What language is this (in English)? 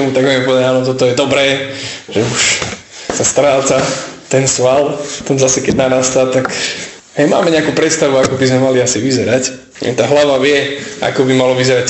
Slovak